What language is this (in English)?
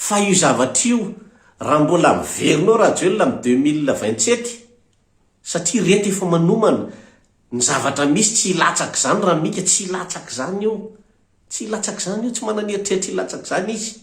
Malagasy